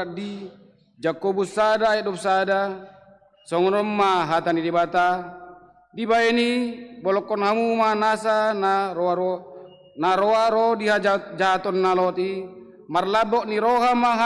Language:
Batak Toba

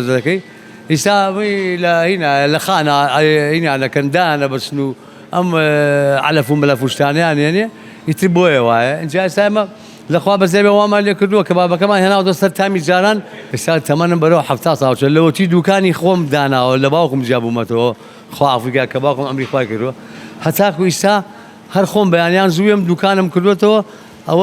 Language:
Central Kurdish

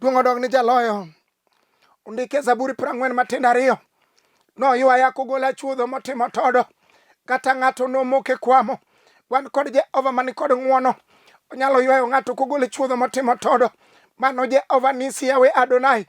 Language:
Luo (Kenya and Tanzania)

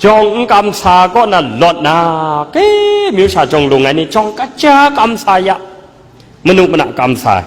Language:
Kachin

